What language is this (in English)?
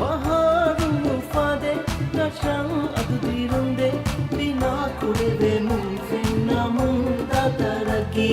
Divehi